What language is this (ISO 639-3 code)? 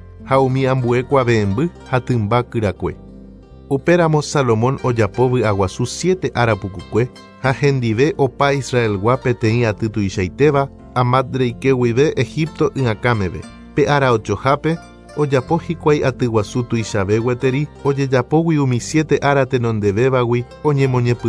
grn